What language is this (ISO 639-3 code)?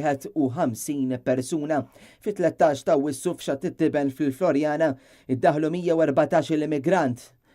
mlt